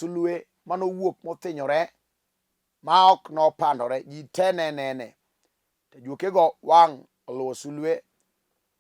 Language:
Luo (Kenya and Tanzania)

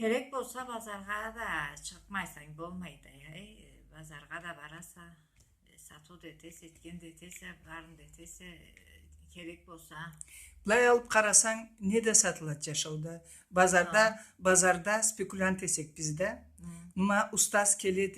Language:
Karachay-Balkar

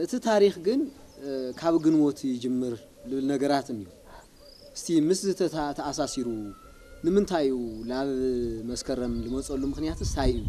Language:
Tigrinya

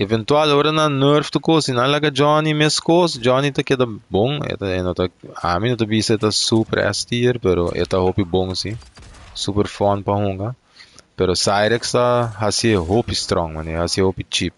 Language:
Papiamento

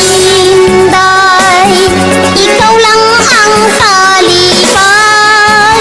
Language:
Hiligaynon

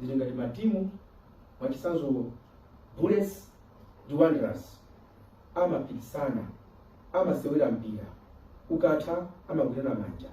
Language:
Nyanja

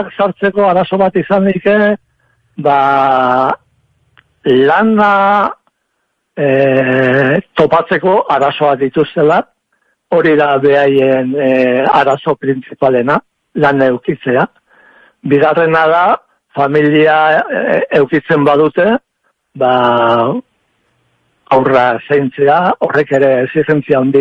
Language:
Basque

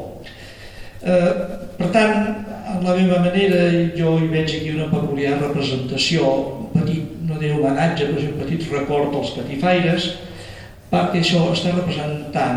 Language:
Catalan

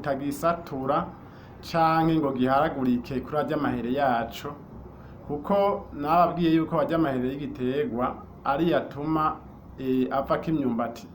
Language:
Rundi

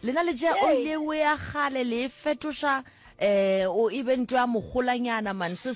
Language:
Northern Sotho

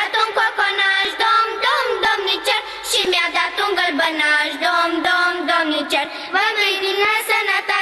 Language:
Romanian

